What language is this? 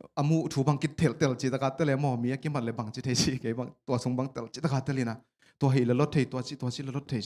Tedim Chin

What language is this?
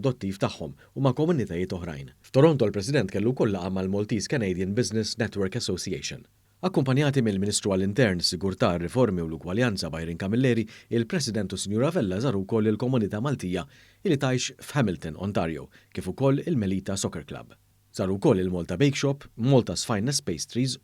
Maltese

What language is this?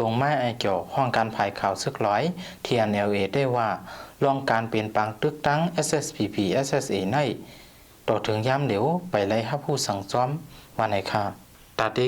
Shan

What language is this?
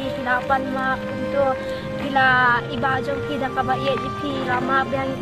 Khasi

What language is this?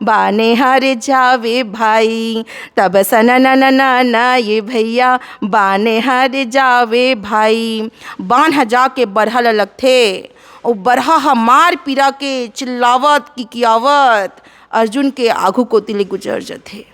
Chhattisgarhi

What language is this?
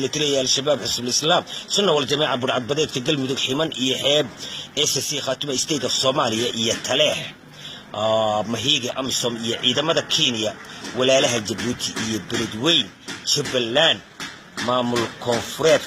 Somali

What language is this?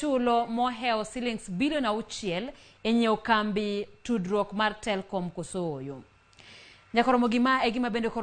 Luo (Kenya and Tanzania)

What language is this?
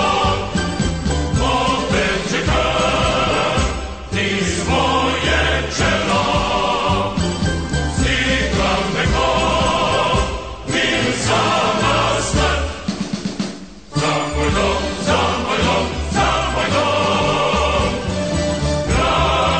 Croatian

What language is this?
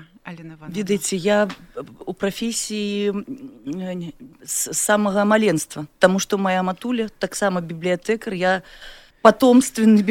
Belarusian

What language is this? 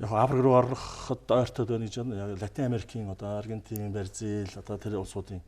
Mongolian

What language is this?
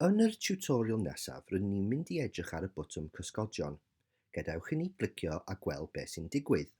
Welsh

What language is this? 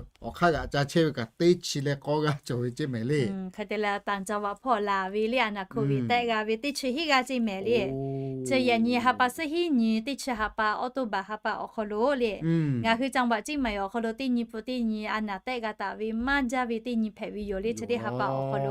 Lahu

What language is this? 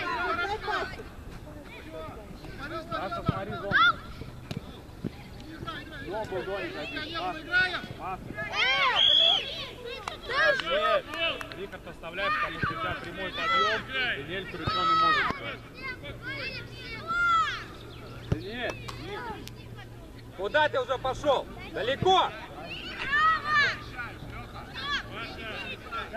Russian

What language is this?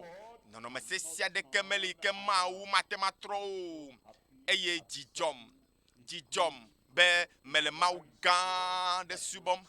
Ewe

